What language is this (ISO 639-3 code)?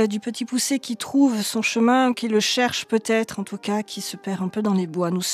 fra